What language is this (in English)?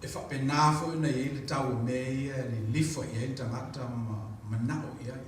Samoan